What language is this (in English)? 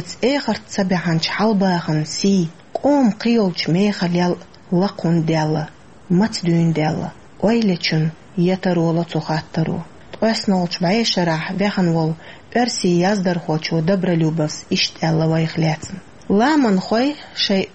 Chechen